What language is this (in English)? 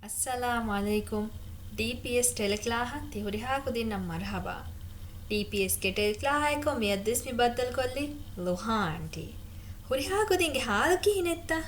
Divehi